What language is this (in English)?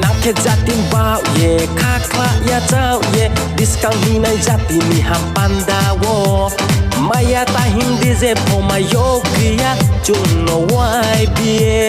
Riang (India)